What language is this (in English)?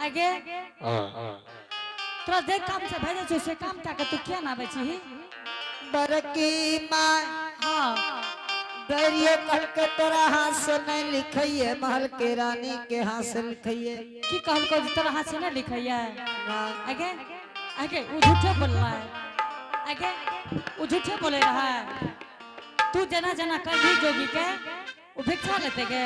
Angika